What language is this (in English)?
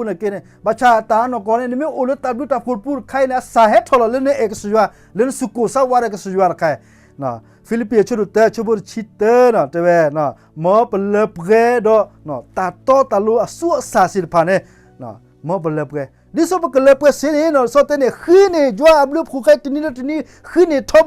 S'gaw Karen